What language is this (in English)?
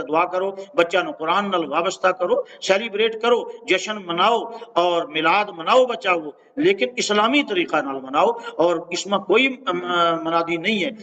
Gujari